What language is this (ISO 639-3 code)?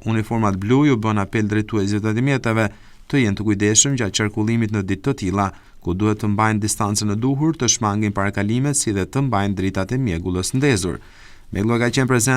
sqi